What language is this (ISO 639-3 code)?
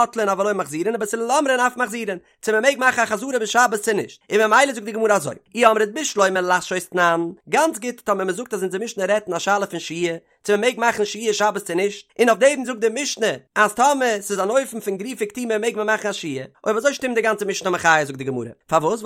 yid